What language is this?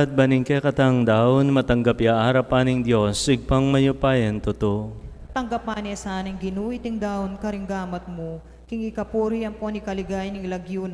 Pampanga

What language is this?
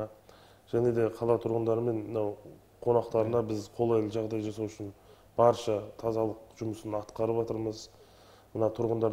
Kazakh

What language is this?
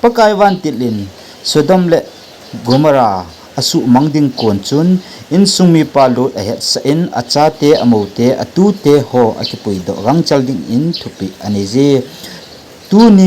Thado Chin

